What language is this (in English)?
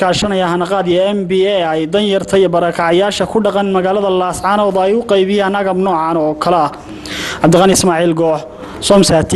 Somali